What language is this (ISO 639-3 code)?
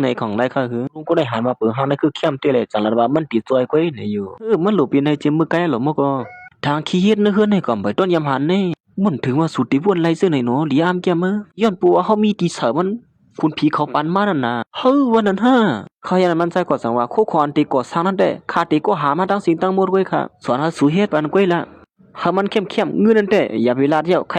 shn